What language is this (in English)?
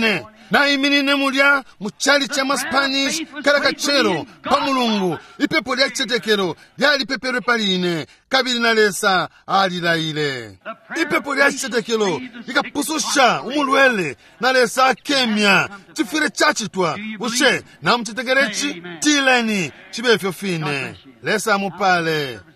Bemba